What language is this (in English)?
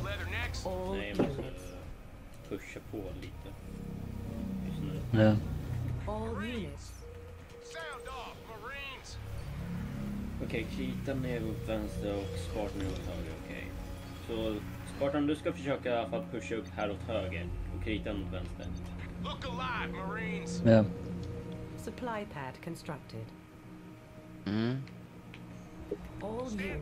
Swedish